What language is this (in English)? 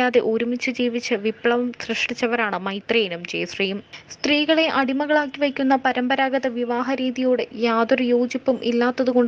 Malayalam